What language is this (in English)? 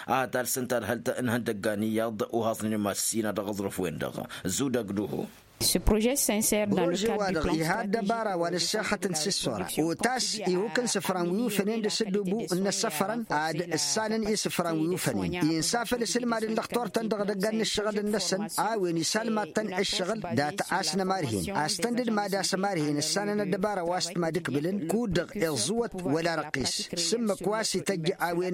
Tamasheq